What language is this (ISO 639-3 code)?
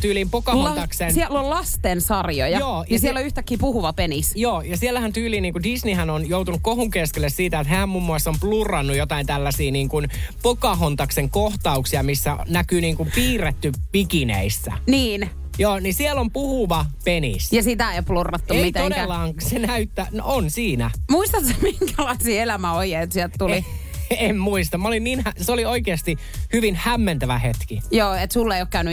fin